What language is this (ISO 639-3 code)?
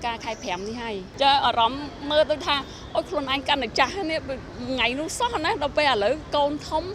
khm